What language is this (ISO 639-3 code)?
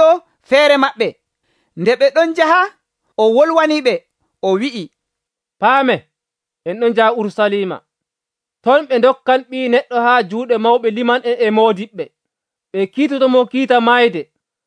fuv